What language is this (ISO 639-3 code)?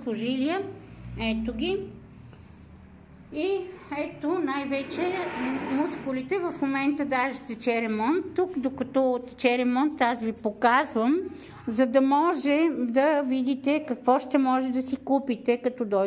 bul